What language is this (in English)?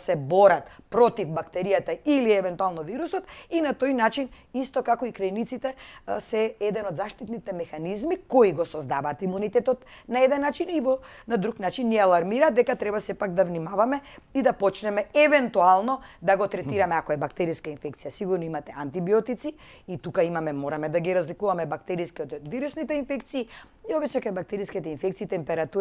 Macedonian